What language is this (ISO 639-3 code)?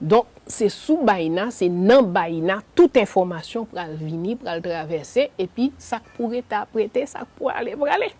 hat